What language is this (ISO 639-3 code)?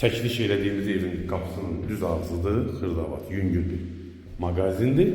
aze